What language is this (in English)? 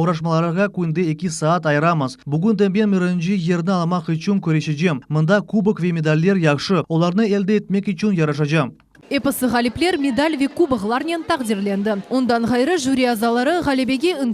Crimean Tatar